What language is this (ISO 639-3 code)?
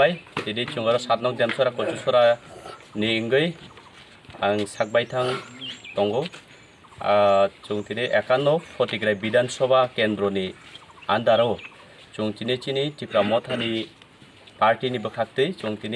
trp